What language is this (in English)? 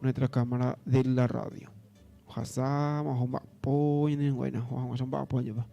Guarani